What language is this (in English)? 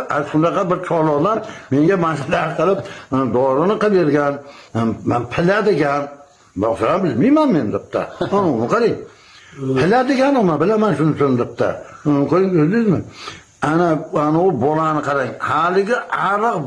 Uzbek